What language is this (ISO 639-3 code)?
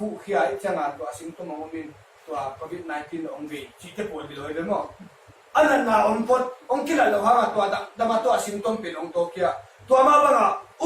ctd